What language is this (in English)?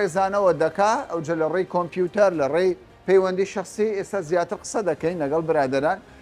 Central Kurdish